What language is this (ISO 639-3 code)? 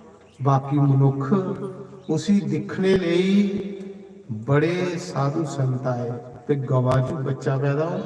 doi